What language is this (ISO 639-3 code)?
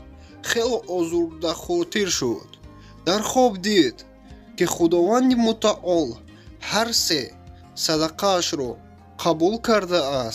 tgk